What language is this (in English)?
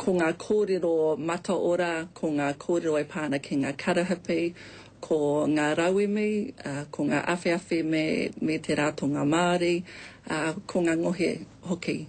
Māori